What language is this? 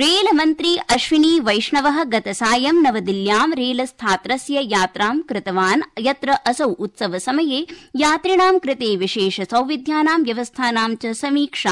Sanskrit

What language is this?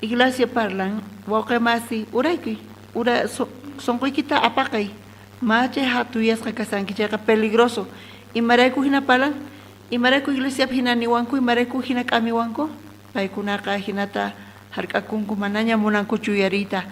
South Bolivian Quechua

